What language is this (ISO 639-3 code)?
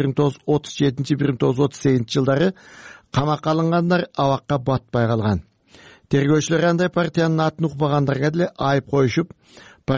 kir